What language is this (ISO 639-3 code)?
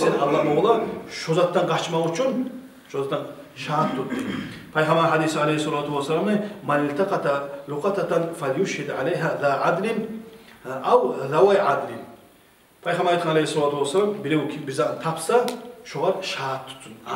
kum